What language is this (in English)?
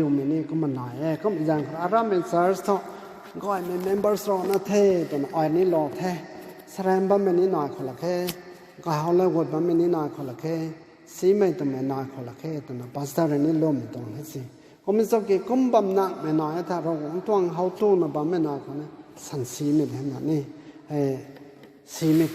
Rongmei Naga